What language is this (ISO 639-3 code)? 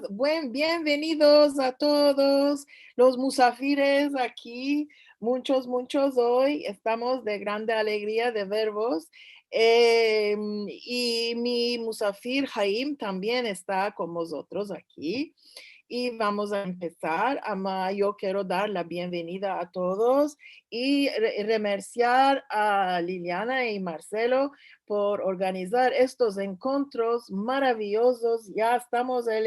lad